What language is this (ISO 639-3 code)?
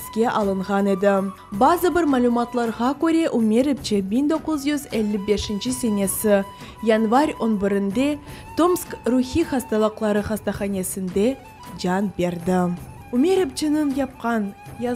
crh